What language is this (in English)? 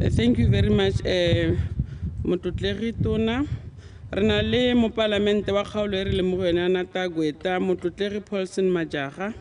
Tswana